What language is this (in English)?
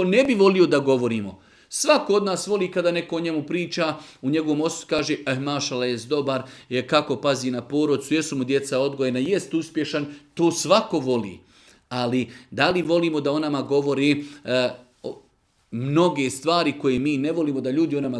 Bosnian